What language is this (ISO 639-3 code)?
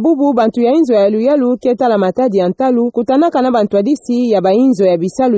ktu